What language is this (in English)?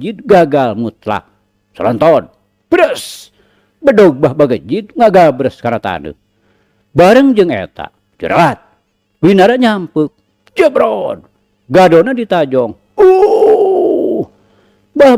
Sundanese